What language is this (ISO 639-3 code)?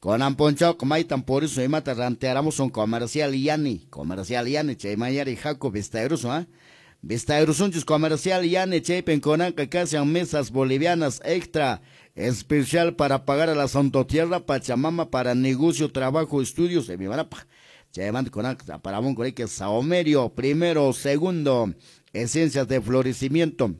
que